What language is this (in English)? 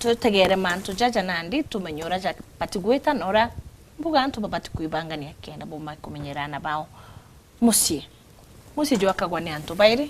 Meru